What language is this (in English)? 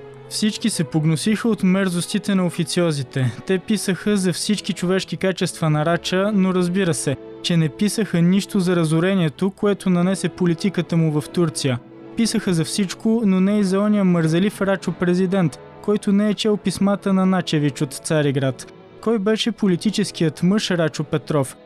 Bulgarian